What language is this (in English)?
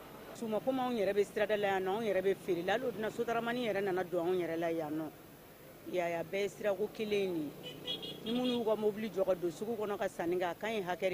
Bambara